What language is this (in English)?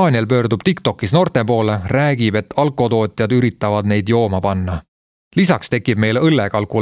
Estonian